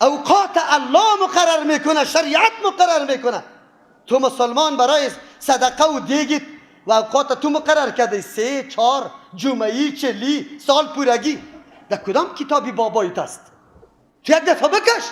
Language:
Persian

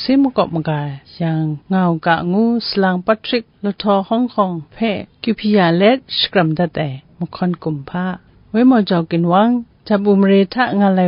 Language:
Kachin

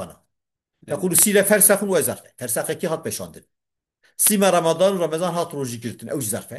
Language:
Kurdish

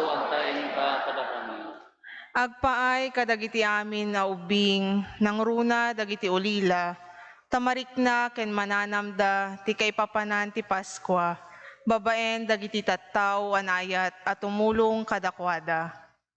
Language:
Iloko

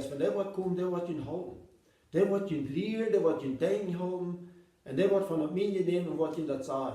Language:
Plautdietsch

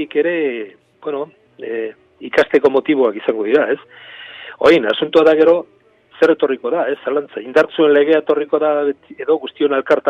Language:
Basque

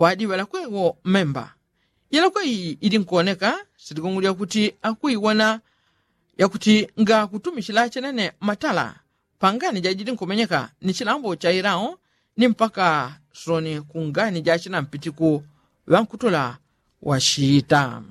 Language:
Yao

